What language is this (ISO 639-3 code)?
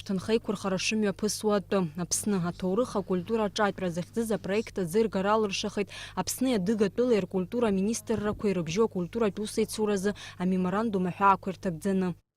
abk